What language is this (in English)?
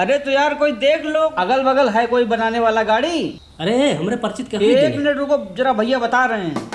Awadhi